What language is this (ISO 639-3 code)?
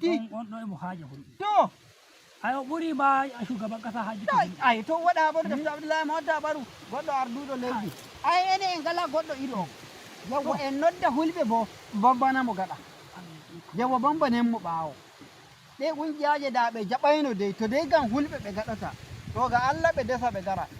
fuv